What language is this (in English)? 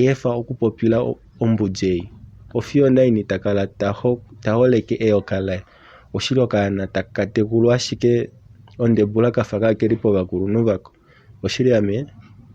Kuanyama